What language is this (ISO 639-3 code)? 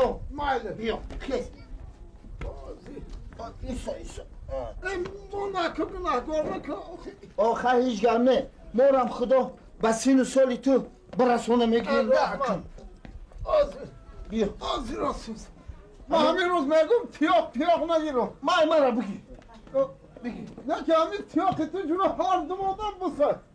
tgk